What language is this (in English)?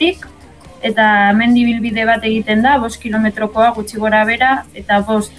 Basque